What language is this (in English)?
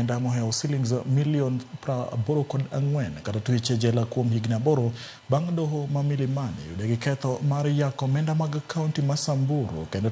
Luo (Kenya and Tanzania)